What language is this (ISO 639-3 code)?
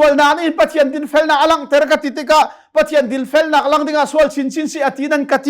cnh